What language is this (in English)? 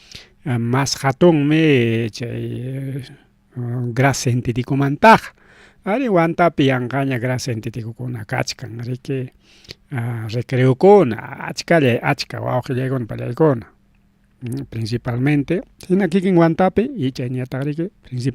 Ayacucho Quechua